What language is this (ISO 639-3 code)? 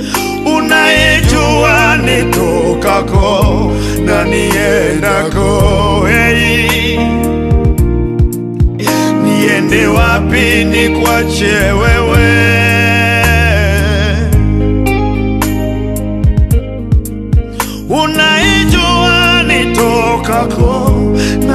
swa